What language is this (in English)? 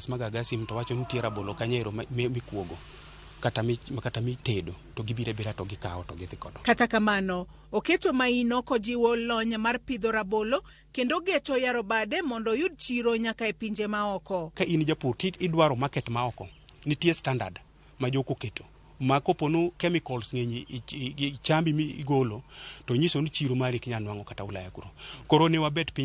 Luo (Kenya and Tanzania)